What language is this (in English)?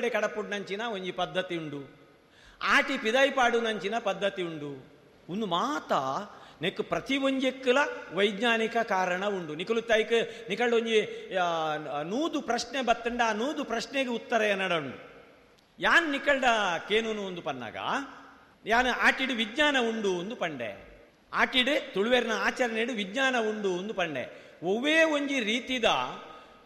Tulu